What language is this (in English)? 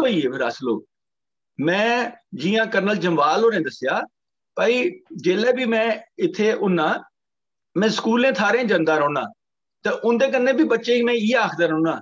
Dogri